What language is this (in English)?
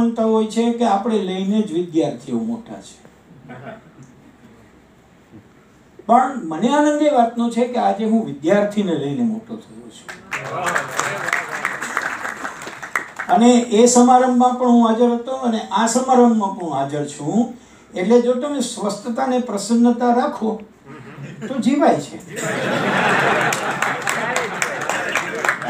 Gujarati